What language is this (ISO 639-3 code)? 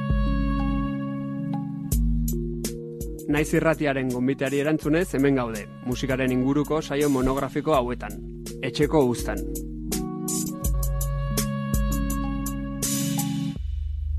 eus